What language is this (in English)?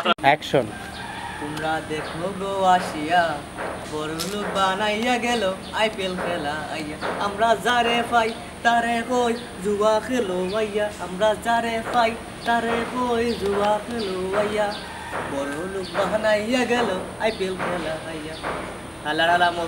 Sylheti